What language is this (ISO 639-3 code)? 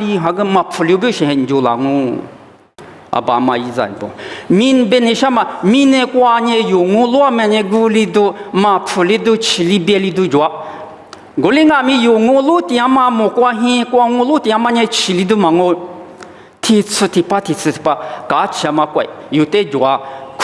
lis